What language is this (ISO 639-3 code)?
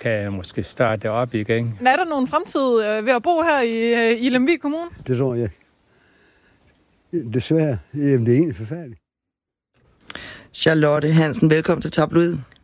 dan